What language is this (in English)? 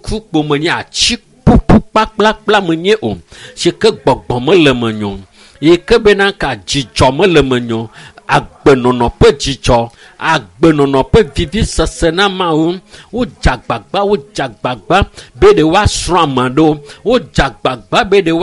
Ewe